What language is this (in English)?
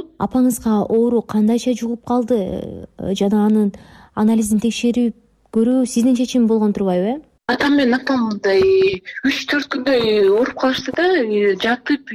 Kyrgyz